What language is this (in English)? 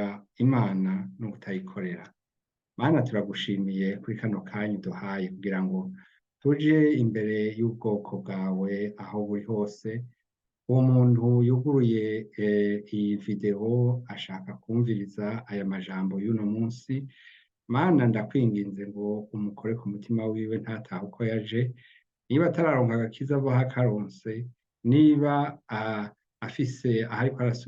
Rundi